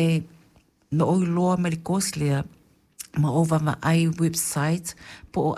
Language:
Samoan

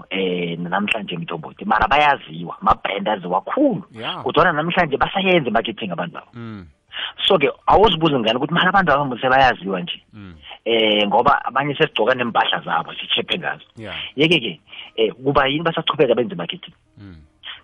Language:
South Ndebele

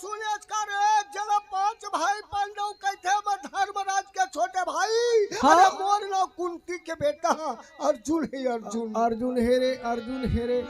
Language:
Chhattisgarhi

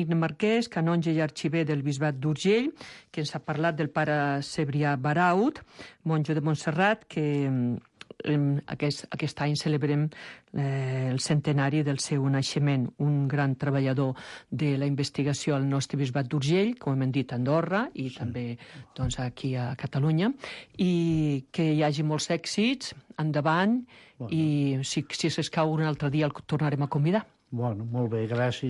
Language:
Catalan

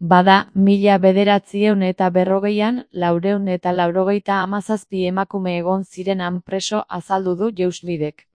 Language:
Basque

